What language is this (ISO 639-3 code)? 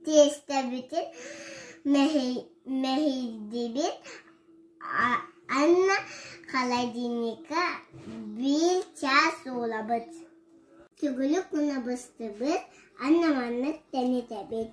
sah